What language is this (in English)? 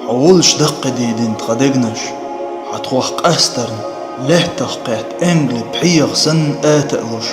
Chechen